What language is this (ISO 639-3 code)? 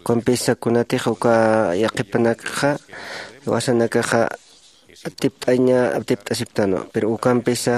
aym